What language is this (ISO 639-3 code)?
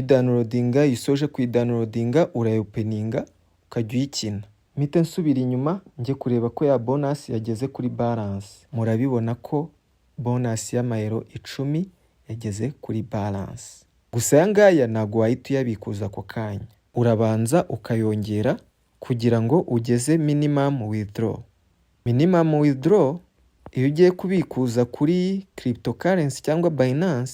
kin